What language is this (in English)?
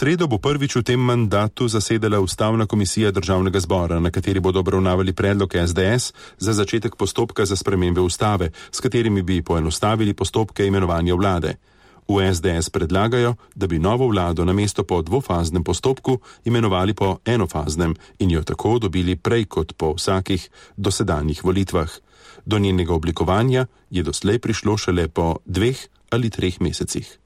Slovenian